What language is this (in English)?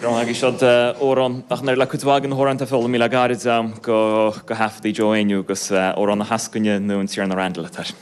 Irish